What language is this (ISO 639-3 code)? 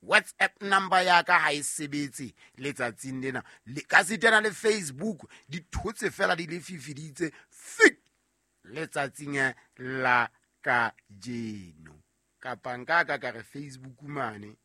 sot